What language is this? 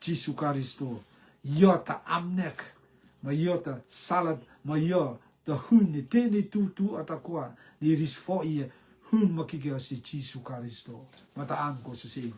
Rotuman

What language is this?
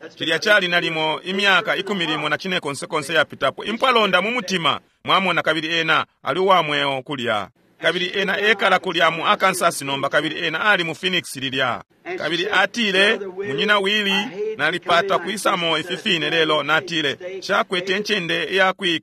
Bemba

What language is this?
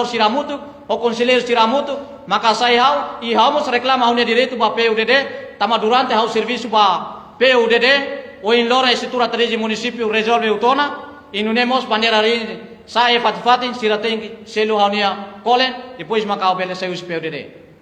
Tetum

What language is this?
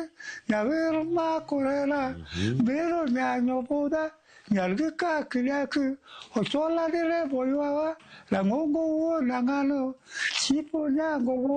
Luo (Kenya and Tanzania)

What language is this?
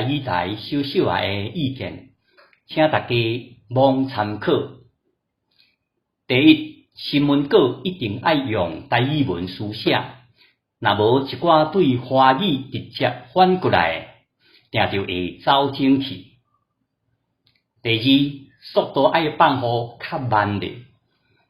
Min Nan Chinese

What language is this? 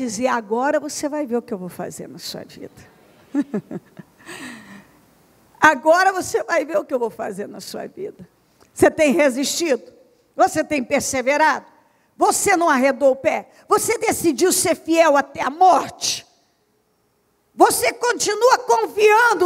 Portuguese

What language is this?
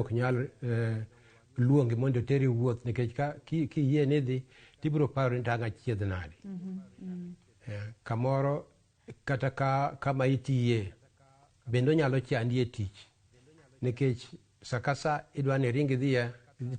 Luo (Kenya and Tanzania)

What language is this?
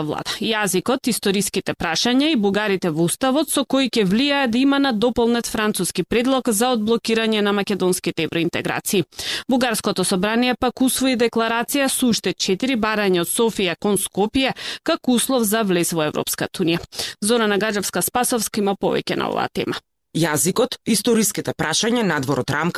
Macedonian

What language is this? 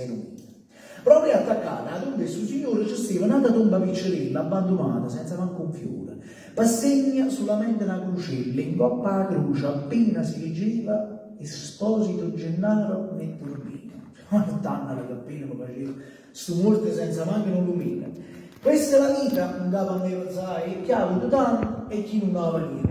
Neapolitan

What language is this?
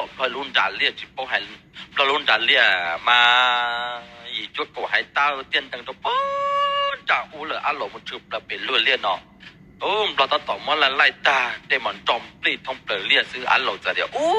Hmong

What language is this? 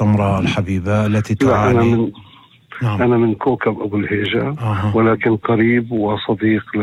North Levantine Arabic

